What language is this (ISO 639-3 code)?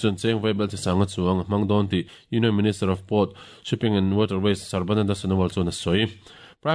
lus